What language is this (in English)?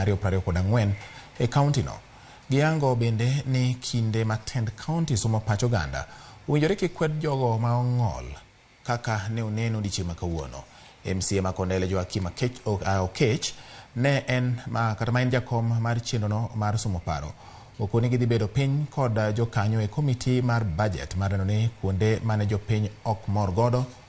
Luo (Kenya and Tanzania)